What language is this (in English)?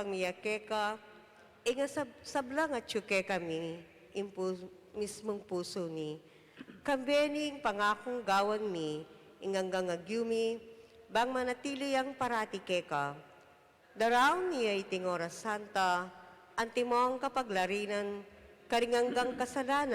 Pampanga